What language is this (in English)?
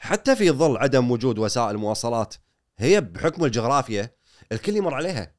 Gulf Arabic